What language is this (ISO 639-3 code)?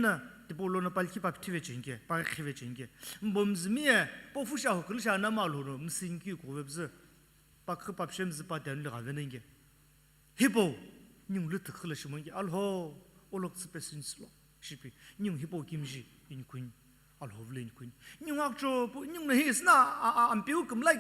nsm